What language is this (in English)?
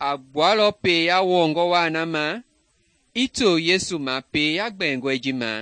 Mende